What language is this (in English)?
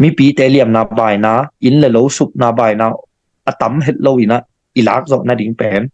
Tedim Chin